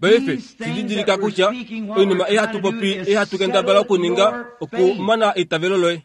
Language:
Kuanyama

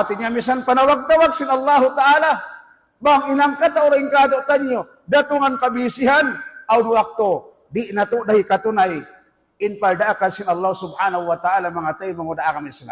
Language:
Tausug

